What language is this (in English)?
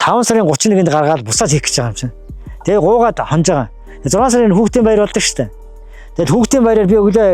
Mongolian